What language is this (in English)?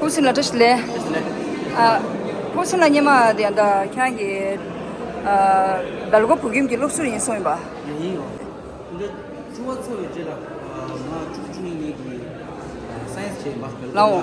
Tibetan